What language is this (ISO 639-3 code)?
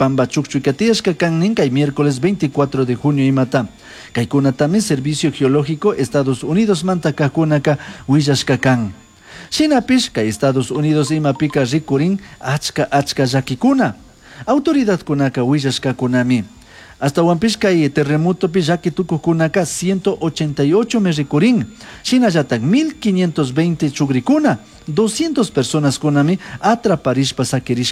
qug